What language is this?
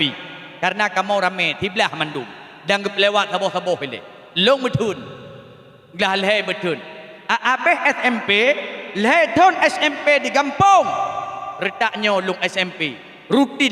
Achinese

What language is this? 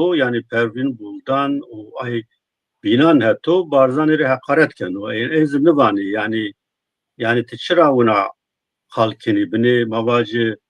Zaza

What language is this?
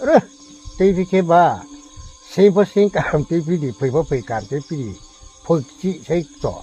Riang (India)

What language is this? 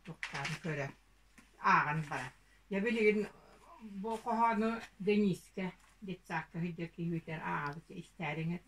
Yakut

